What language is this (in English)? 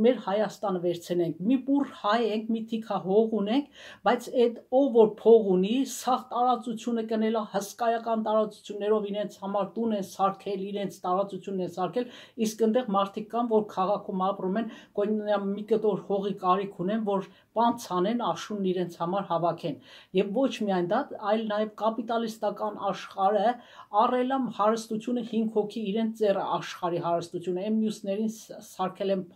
Armenian